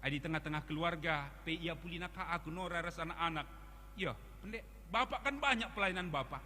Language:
Batak Karo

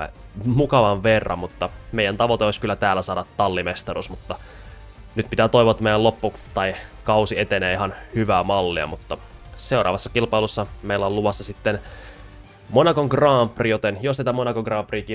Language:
Finnish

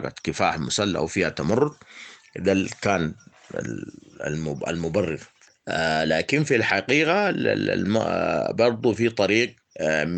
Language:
Sudanese Arabic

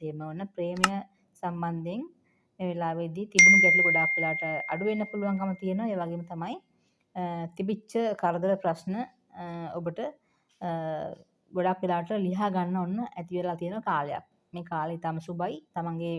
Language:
Sinhala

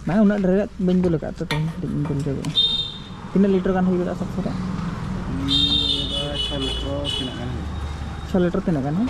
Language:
Santali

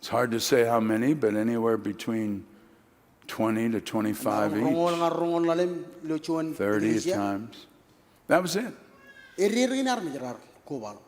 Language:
Marshallese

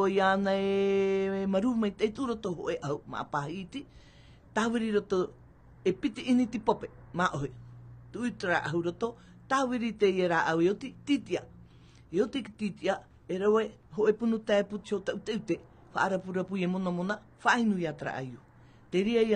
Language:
Tahitian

